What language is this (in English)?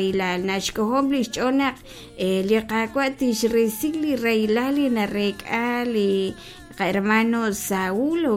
Kekchí